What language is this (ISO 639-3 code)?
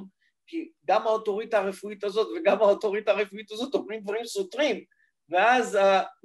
heb